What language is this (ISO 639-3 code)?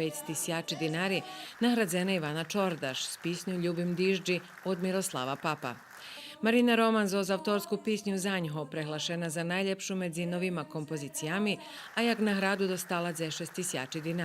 rue